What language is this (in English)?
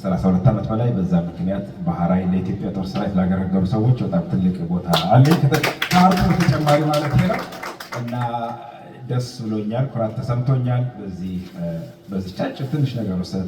Amharic